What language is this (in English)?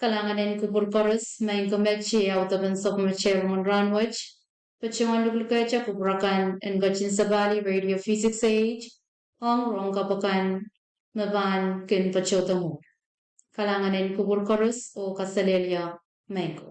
Pohnpeian